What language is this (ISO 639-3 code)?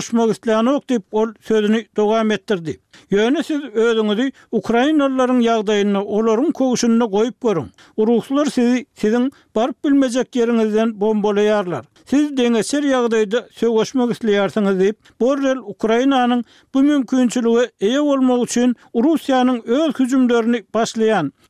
tuk